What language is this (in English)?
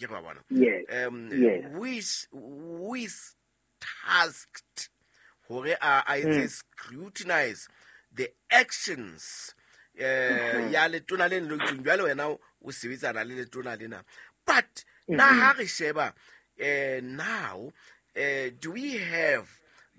Southern Sotho